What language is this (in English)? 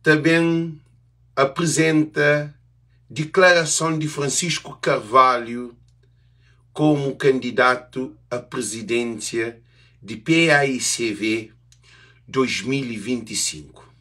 Kabuverdianu